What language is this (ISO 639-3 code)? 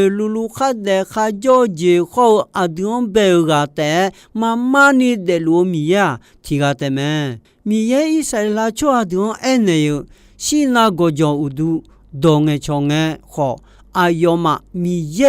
ahk